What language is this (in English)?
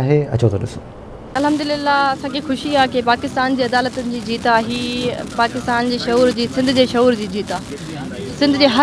Sindhi